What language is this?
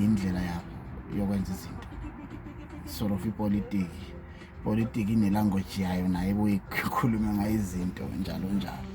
Zulu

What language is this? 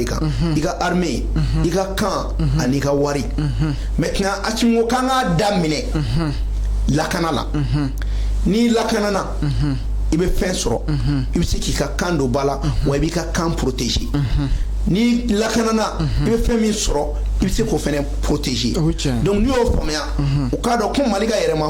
Bambara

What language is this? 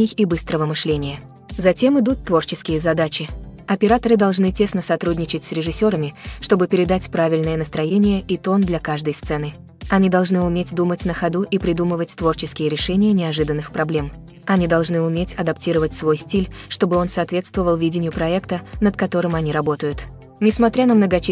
Russian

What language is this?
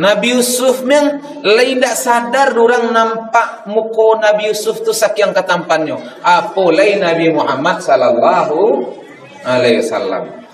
Minangkabau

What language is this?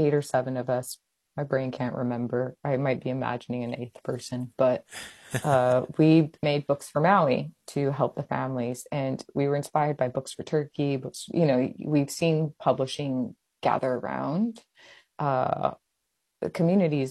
English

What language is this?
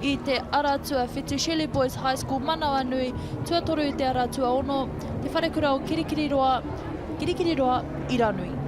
Māori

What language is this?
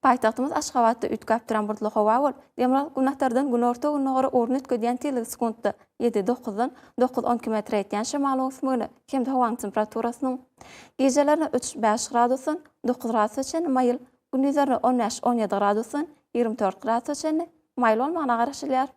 Turkmen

